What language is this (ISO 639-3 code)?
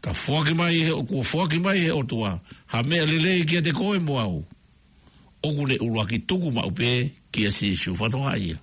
ton